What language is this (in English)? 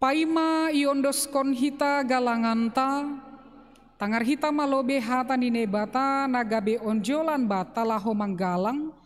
Batak Simalungun